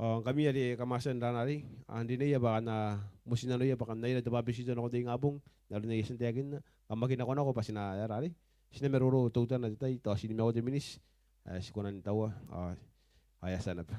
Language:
Gilbertese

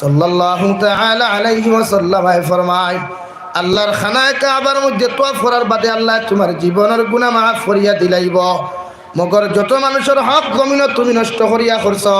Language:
Sylheti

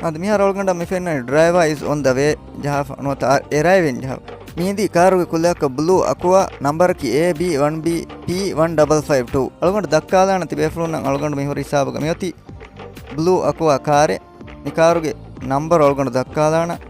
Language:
Divehi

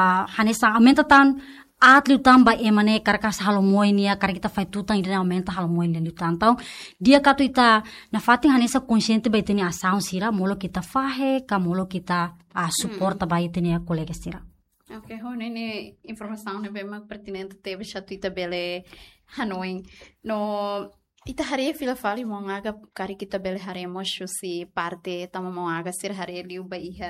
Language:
Tetum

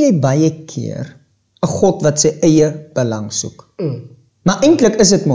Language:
Afrikaans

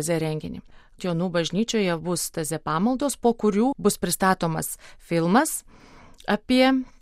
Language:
Lithuanian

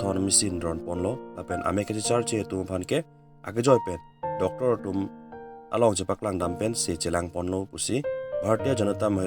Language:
Karbi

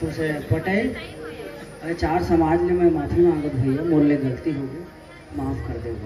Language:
Chhattisgarhi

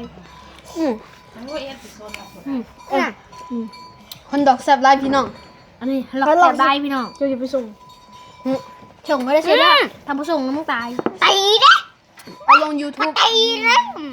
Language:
Lao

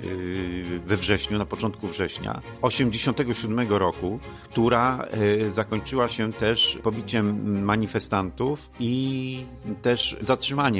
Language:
Polish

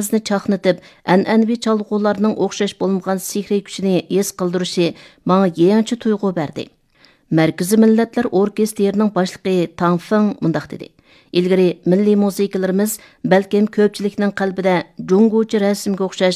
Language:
Uyghur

